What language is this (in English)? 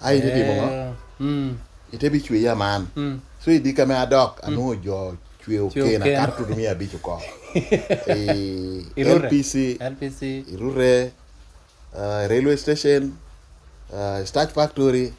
Lango (Uganda)